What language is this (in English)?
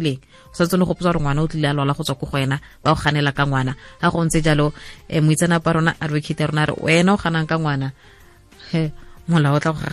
Tswana